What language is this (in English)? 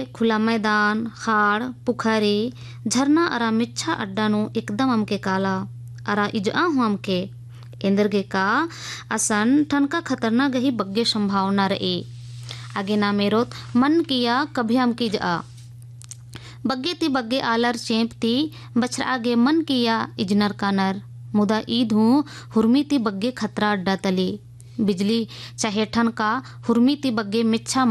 Hindi